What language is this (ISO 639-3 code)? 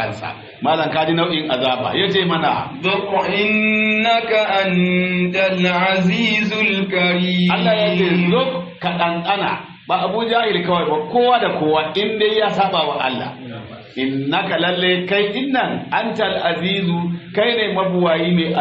hau